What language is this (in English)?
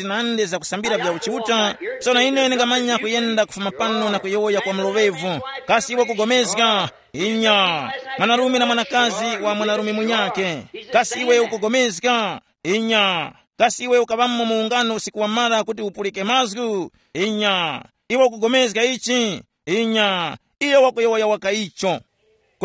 Tumbuka